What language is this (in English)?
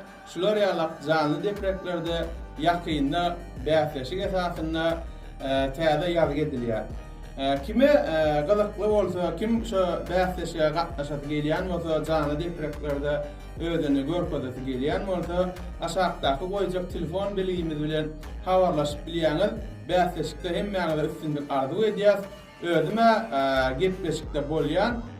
Turkmen